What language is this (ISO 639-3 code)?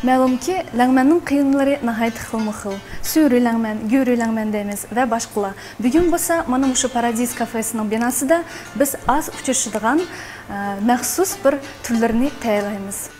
uig